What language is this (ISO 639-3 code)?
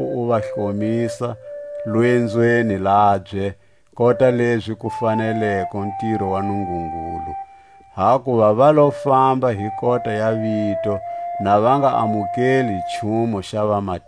tsc